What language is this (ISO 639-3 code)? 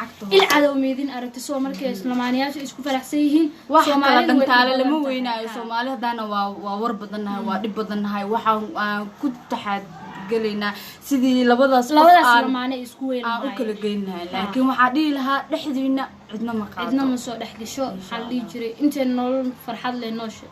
som